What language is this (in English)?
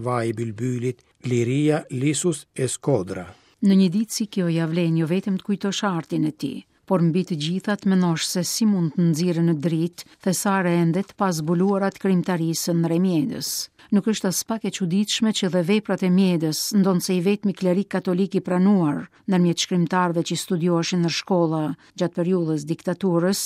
Albanian